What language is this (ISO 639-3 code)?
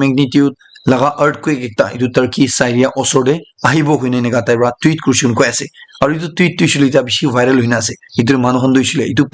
nag